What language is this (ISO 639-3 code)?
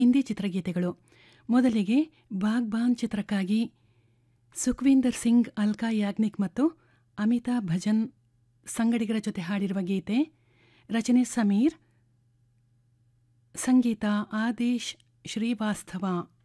kan